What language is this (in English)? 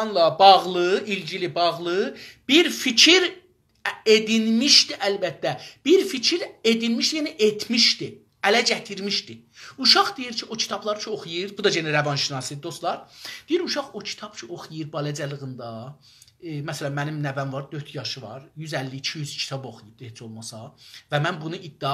South Azerbaijani